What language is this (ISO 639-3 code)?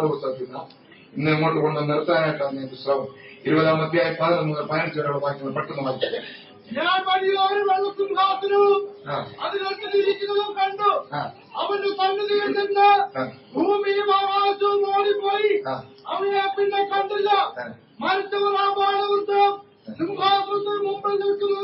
mal